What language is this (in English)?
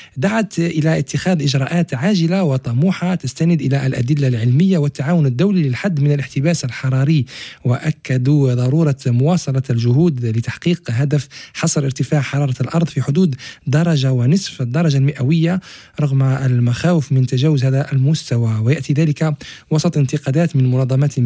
Arabic